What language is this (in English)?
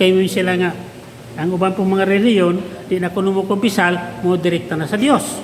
Cebuano